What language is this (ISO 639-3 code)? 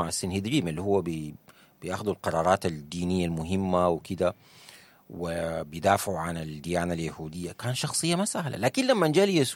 apd